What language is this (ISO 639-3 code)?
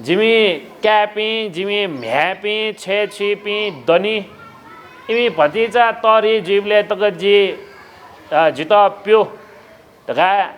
new